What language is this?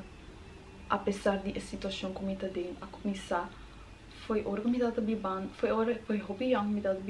Papiamento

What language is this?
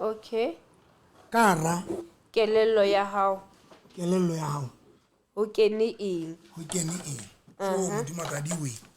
Southern Sotho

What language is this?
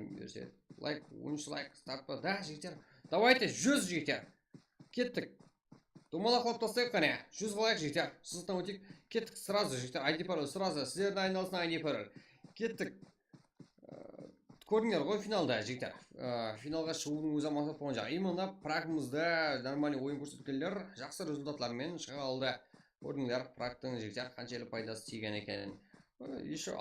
Kara-Kalpak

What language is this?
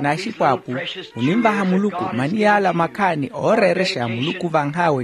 Makhuwa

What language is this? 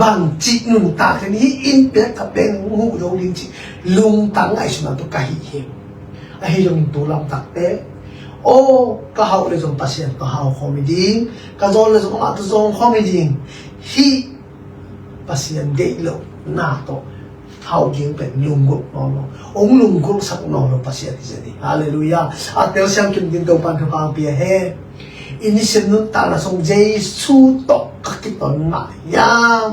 Tedim Chin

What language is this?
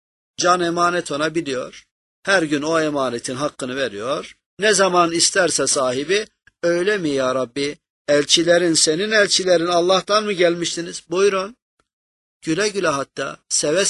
Turkish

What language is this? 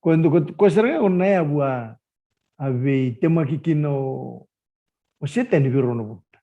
Fijian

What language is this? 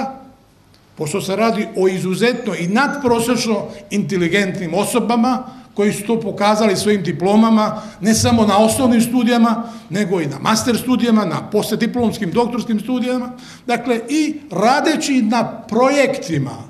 Serbian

